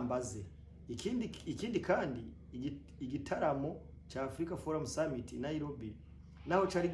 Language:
Rundi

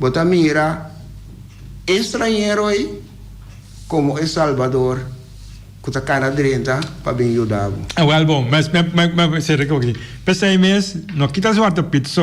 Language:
Papiamento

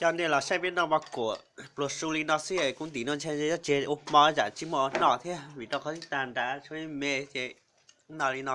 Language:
Hmong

